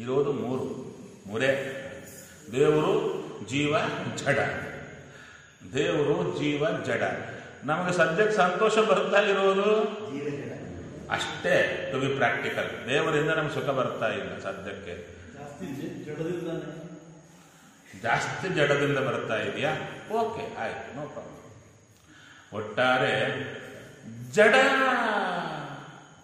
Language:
Kannada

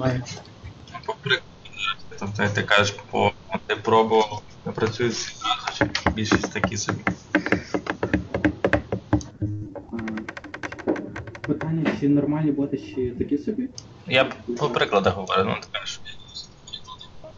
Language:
Ukrainian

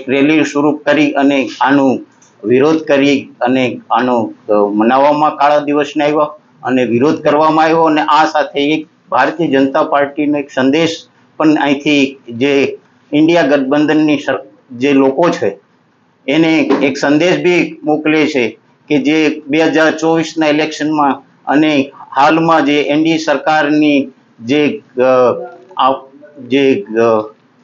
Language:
Gujarati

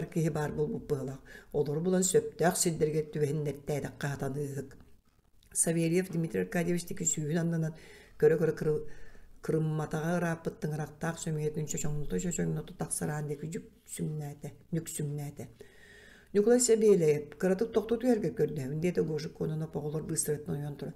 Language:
Yakut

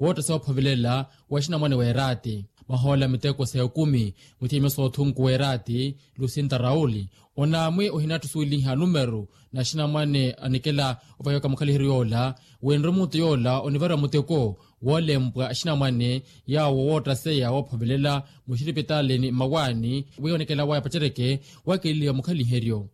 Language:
Makhuwa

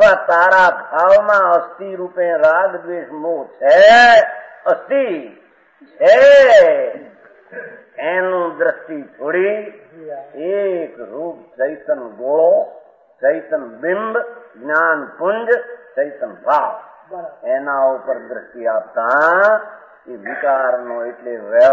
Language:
Gujarati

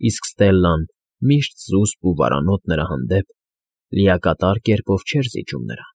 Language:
Armenian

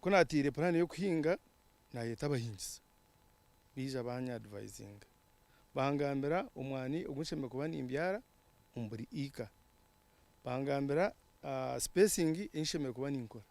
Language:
Nyankole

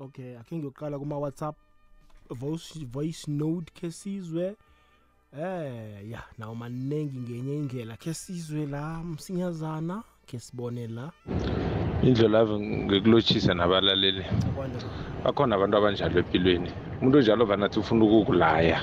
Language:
South Ndebele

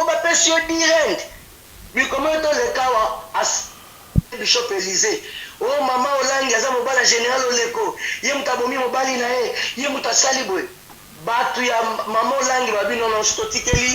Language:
Lingala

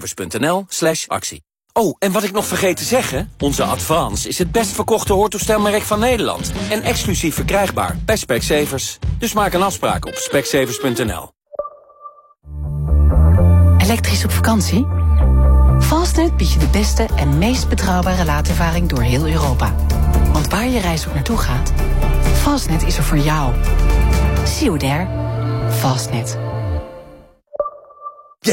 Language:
Dutch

